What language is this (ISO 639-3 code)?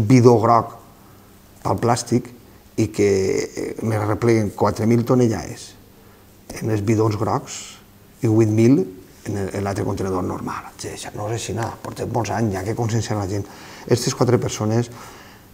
cat